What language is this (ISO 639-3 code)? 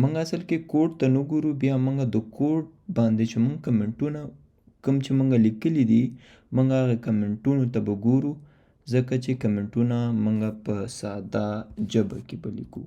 pus